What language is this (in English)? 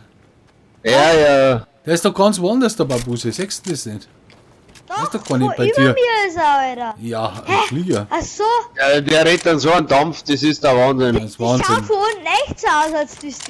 Bavarian